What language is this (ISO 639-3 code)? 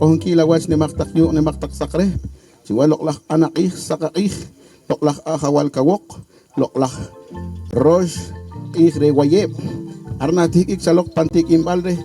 poh